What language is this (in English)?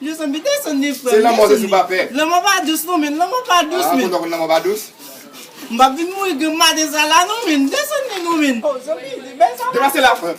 Haitian Creole